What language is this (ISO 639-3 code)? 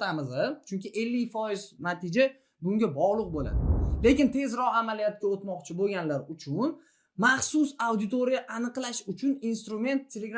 uzb